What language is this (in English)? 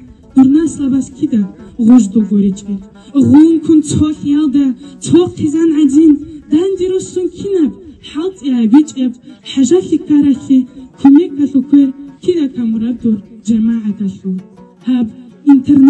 Avaric